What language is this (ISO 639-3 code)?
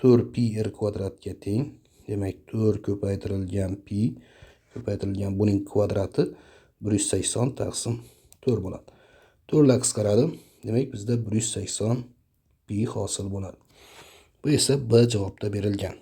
uzb